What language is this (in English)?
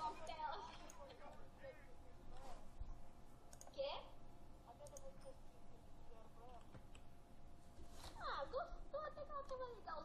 Portuguese